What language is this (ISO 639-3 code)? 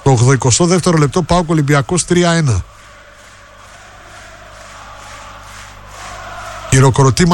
ell